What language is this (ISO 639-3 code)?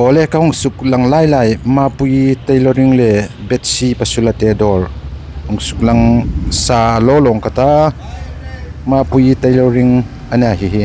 hmr